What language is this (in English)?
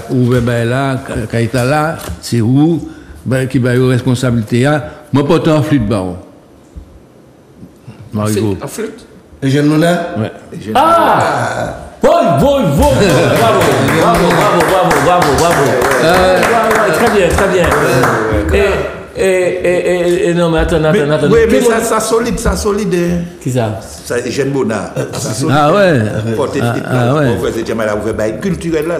French